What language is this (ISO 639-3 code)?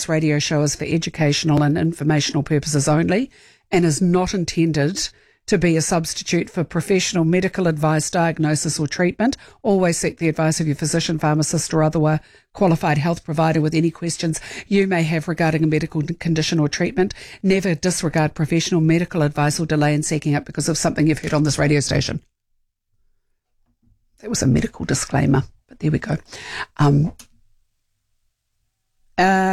eng